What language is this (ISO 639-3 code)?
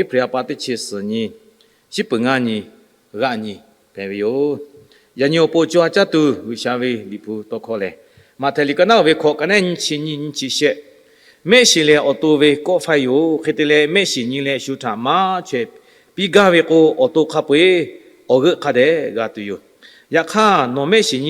lhu